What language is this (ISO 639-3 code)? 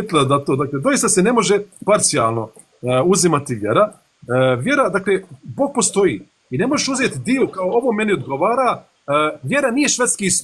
bos